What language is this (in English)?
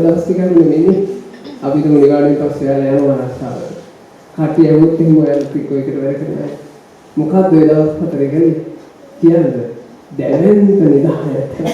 Sinhala